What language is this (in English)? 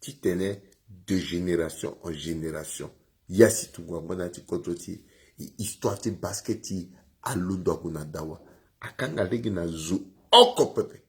Sango